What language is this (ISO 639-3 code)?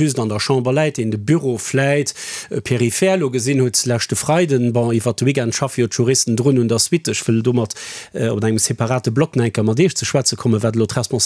ltz